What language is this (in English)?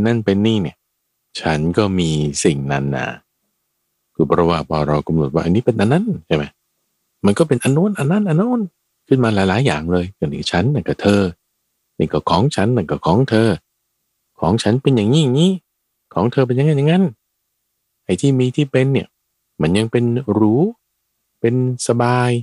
Thai